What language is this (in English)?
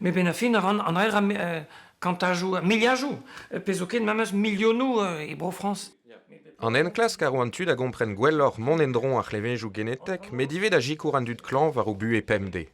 Breton